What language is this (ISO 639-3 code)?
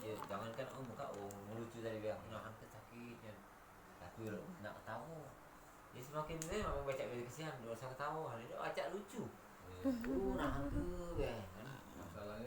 mui